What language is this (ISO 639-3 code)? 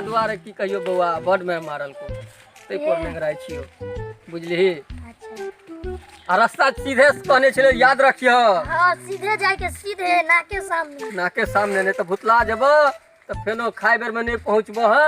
mai